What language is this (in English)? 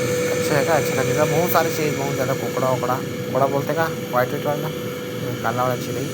Chhattisgarhi